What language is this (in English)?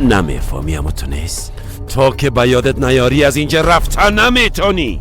Persian